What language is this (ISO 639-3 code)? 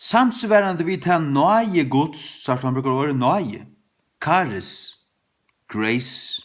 fao